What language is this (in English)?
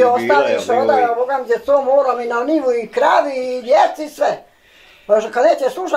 Bosnian